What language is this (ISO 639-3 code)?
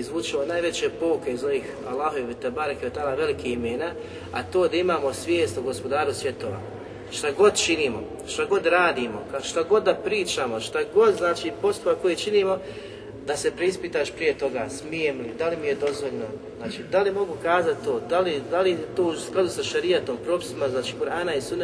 bos